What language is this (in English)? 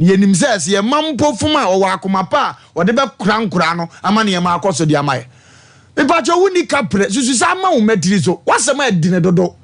Akan